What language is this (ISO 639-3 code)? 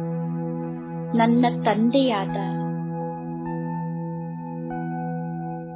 kan